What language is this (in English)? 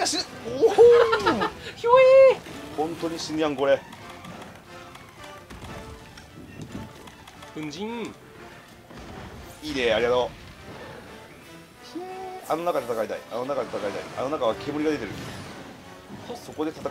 Japanese